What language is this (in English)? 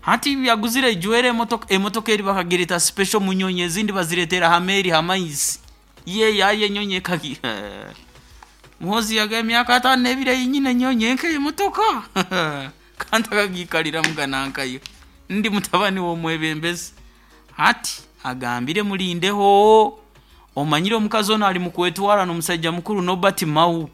Nyoro